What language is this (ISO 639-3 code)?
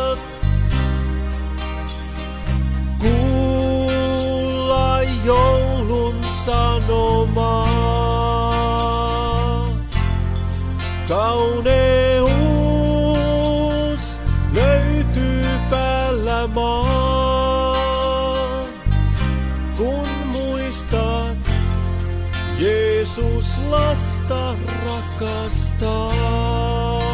fin